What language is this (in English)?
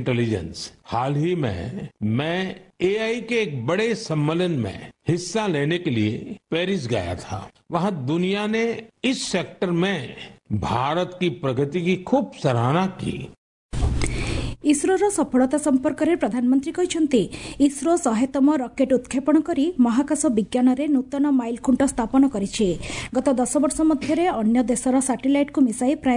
Odia